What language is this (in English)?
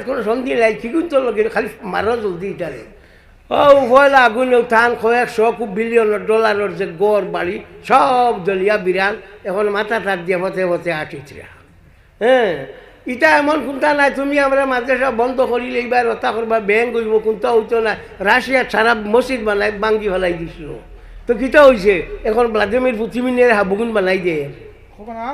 Sylheti